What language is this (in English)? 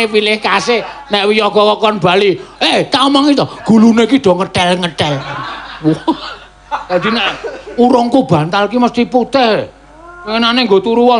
Javanese